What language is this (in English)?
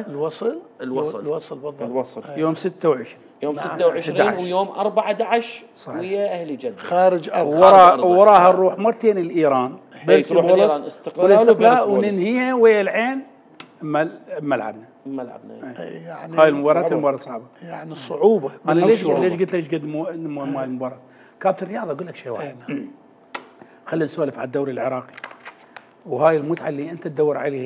Mesopotamian Arabic